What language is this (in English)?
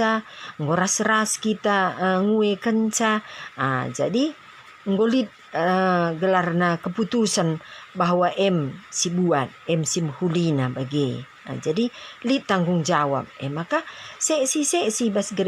Batak Karo